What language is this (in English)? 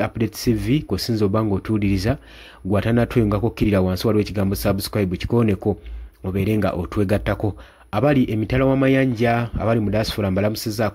Ganda